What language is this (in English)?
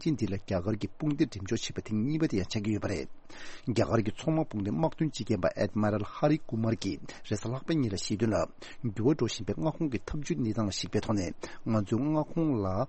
Tibetan